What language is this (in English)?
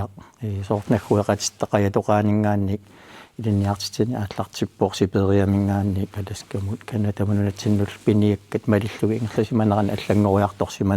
Kalaallisut